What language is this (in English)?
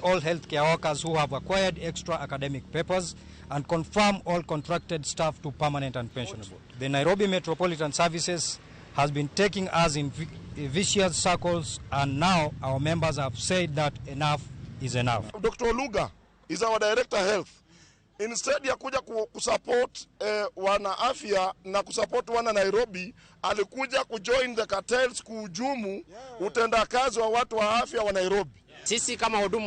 Luo (Kenya and Tanzania)